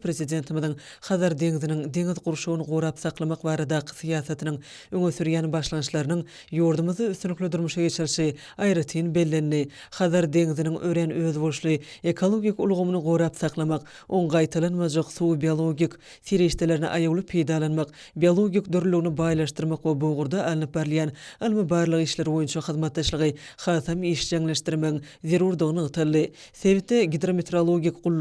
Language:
Turkmen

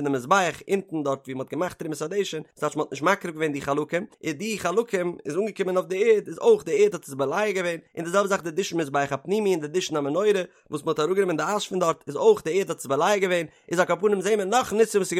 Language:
Yiddish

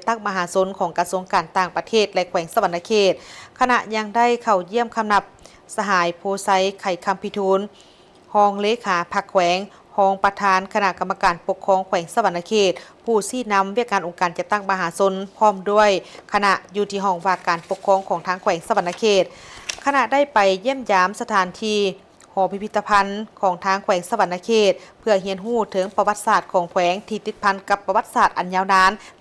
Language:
Lao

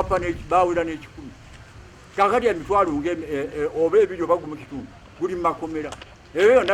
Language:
Ganda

